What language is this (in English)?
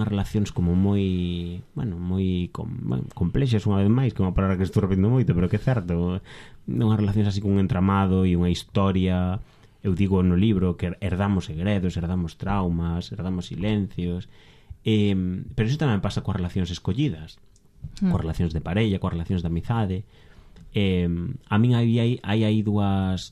Galician